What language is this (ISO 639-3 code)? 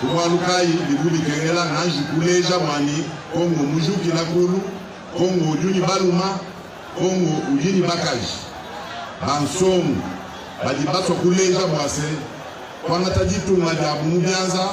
lua